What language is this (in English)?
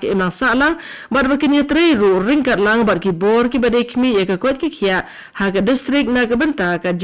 Khasi